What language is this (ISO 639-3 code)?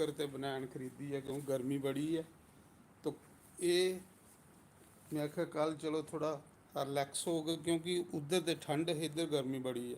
doi